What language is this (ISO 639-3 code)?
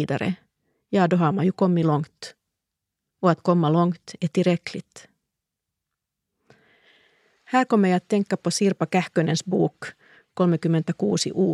swe